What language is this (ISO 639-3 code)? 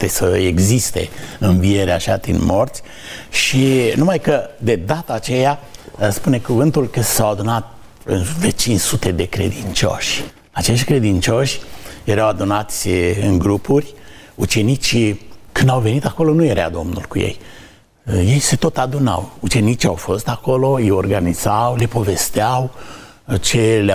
ron